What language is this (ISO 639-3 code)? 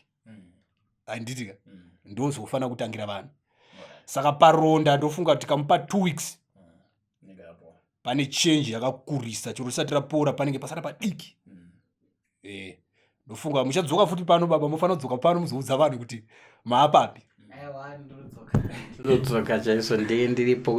sna